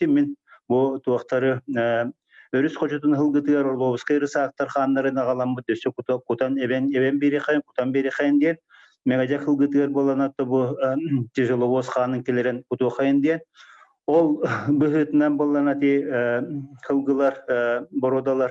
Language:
Yakut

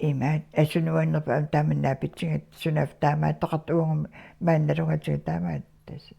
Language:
Kalaallisut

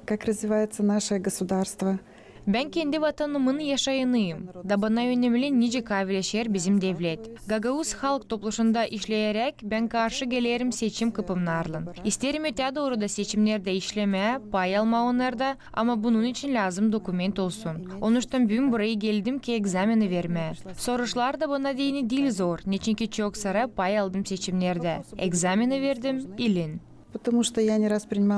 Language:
Gagauz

